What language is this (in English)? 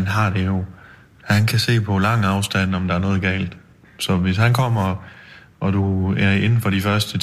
Danish